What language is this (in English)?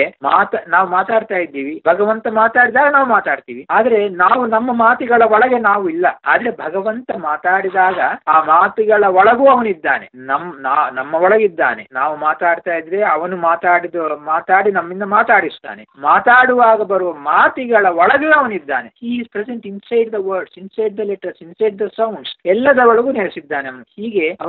Kannada